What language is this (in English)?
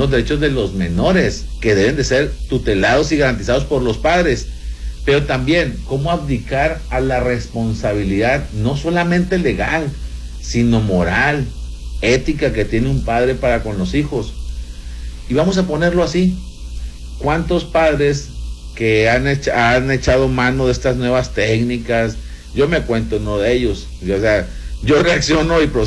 Spanish